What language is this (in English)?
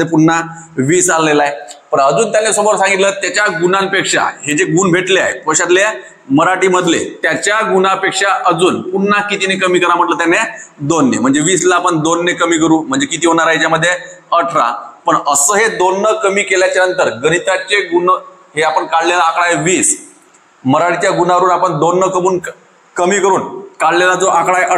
Marathi